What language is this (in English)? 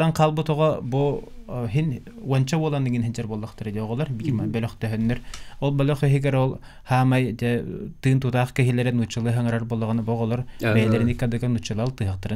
Yakut